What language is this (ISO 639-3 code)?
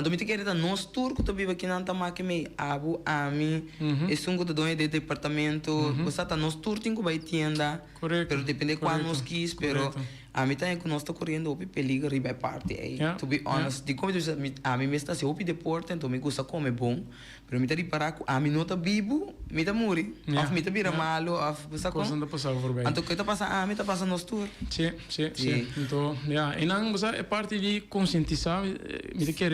pap